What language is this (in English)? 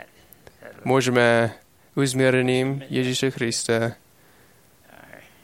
Slovak